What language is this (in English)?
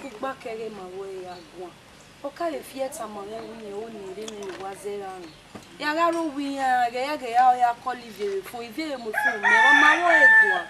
Bini